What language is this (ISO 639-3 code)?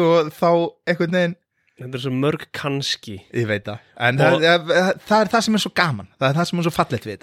isl